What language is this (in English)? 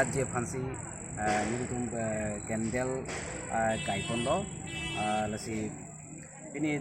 Karbi